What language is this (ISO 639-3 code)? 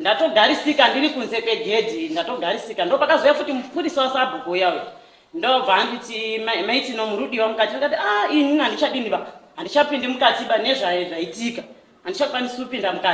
sna